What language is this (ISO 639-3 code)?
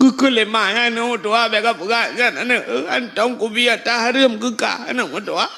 ace